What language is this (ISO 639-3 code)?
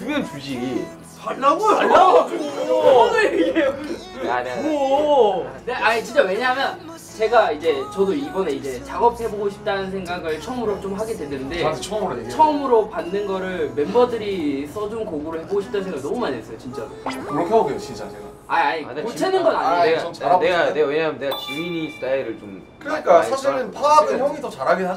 kor